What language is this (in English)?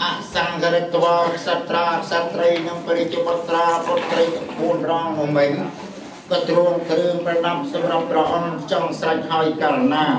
Khmer